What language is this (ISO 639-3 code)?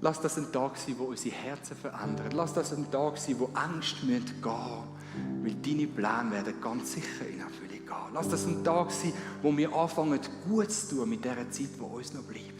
gsw